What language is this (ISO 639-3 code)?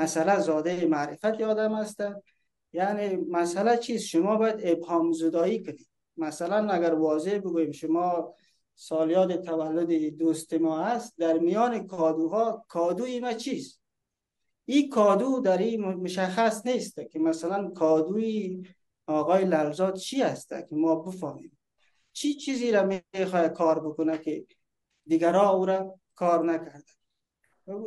fas